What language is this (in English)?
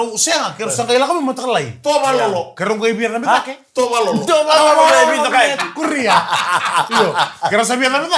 Fijian